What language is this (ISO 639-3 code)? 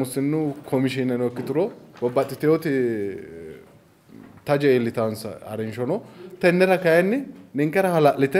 sid